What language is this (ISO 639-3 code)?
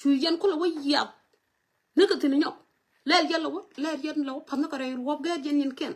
nus